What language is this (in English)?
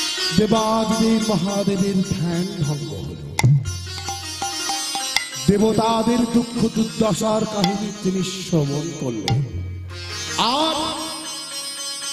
Bangla